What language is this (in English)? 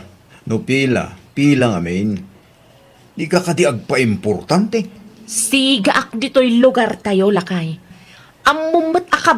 Iloko